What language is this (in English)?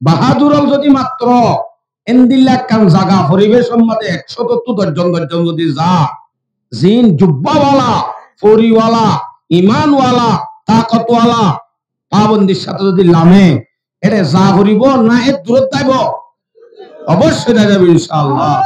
Rohingya